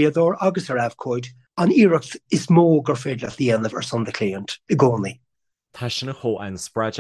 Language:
Irish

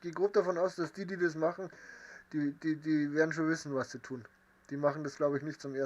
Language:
Bavarian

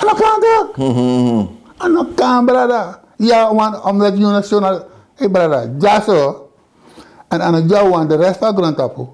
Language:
Sranan Tongo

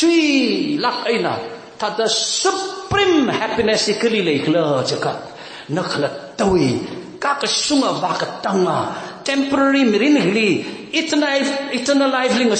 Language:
Tangkhul Naga (India)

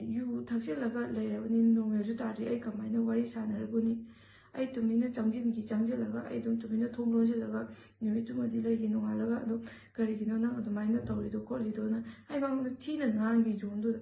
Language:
Manipuri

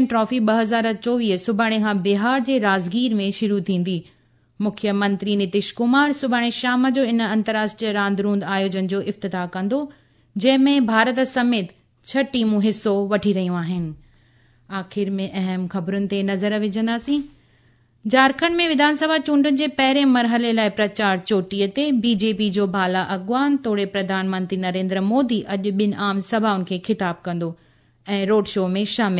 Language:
Sindhi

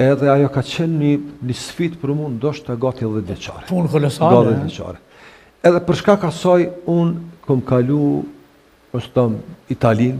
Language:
Albanian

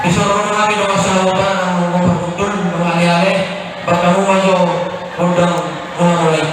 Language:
Batak Toba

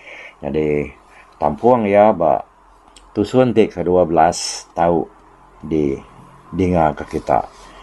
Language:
Iban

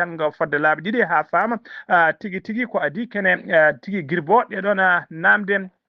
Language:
Fula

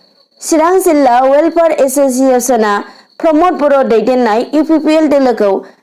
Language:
Bodo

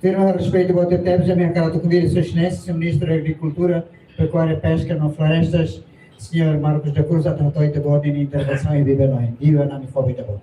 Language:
Tetum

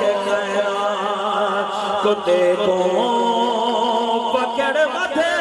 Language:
Saraiki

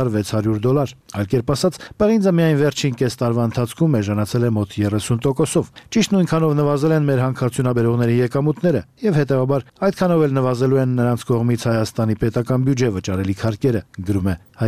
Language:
Armenian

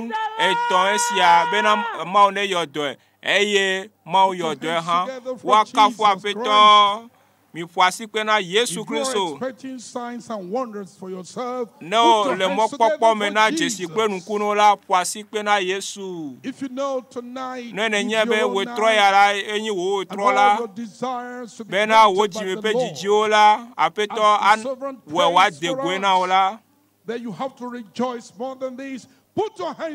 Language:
Ewe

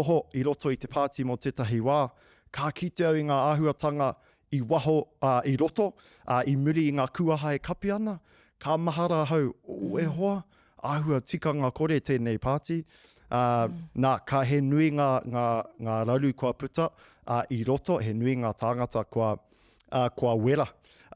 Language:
Māori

